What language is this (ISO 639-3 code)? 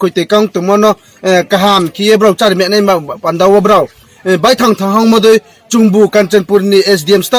ria